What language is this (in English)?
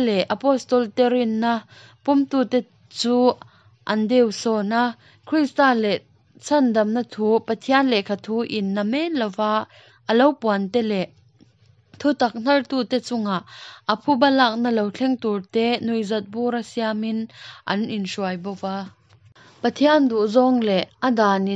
Mizo